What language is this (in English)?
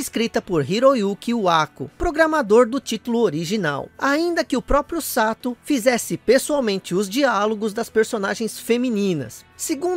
Portuguese